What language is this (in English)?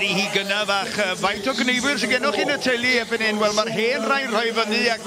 Welsh